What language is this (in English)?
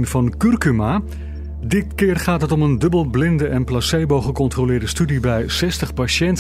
Dutch